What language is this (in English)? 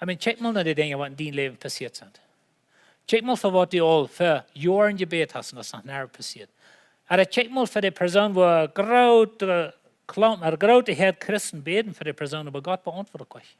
Plautdietsch